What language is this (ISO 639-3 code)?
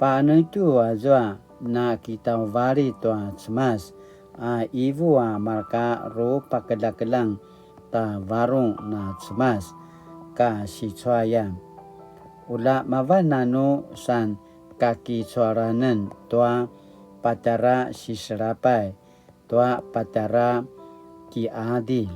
pwn